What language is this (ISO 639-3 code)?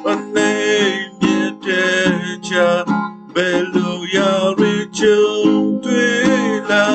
kyu